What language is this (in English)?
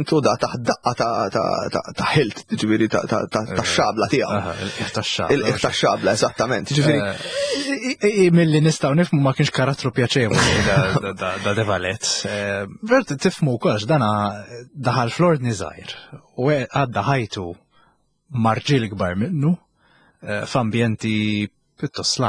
Maltese